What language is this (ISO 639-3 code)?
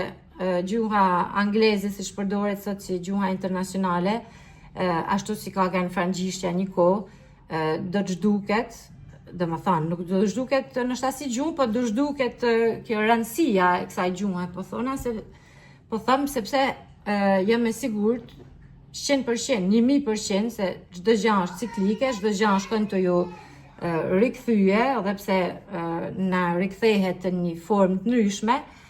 sqi